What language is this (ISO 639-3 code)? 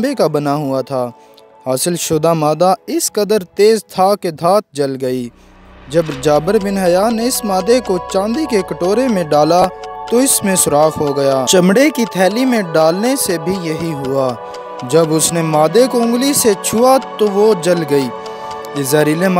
urd